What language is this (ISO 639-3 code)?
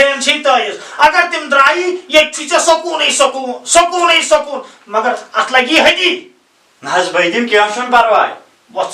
kas